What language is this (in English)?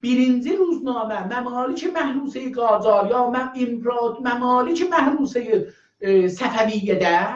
South Azerbaijani